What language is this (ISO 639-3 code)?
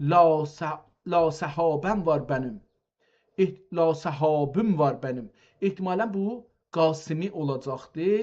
azb